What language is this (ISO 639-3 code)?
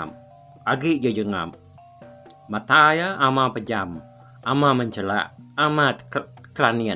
iba